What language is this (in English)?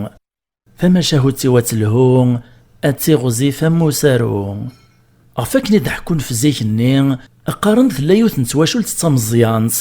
Kabyle